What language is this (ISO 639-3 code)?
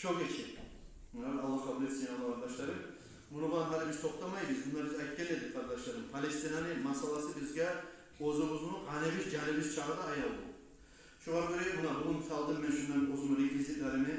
kum